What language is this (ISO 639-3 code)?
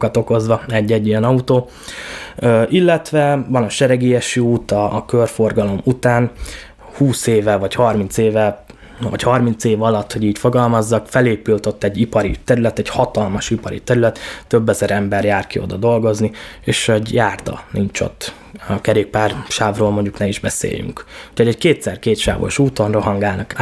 hun